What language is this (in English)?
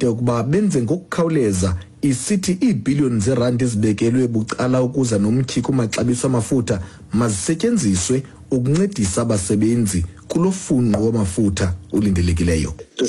Xhosa